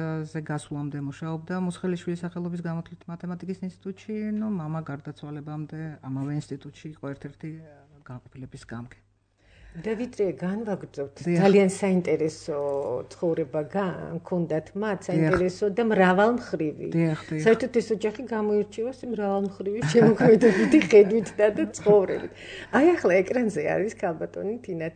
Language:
Georgian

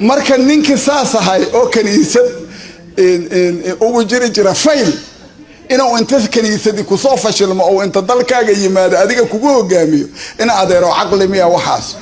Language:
Somali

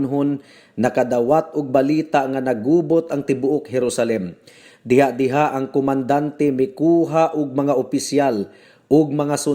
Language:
Cebuano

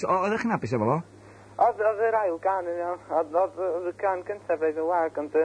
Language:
Welsh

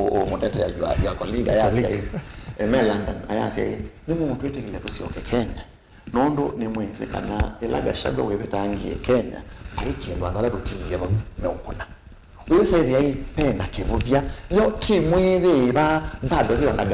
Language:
Kamba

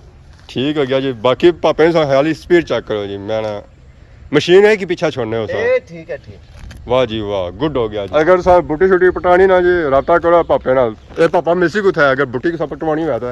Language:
Pahari-Potwari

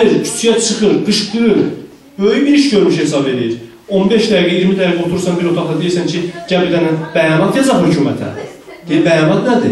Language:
South Azerbaijani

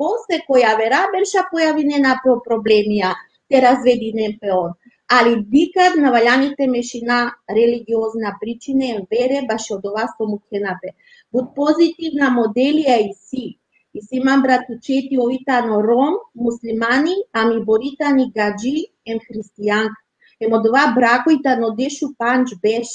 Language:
Balkan Romani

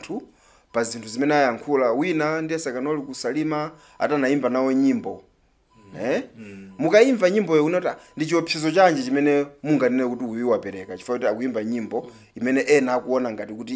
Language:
Nyanja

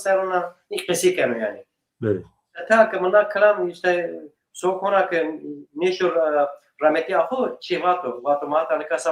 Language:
Zaza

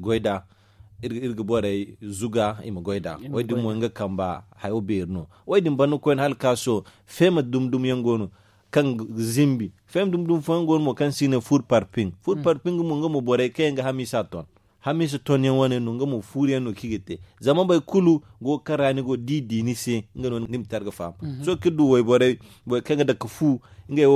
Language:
Zarma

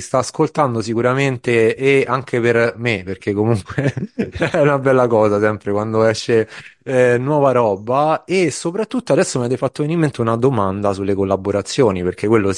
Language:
Italian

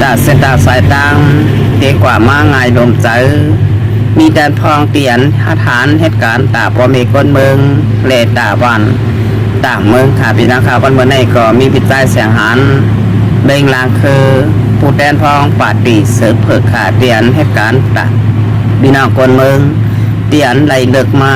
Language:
Shan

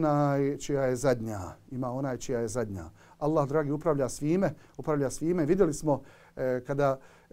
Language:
Bosnian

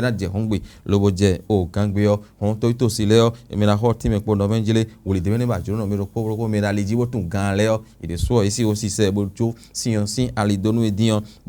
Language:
Fon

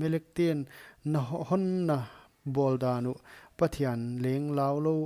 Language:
Paite Chin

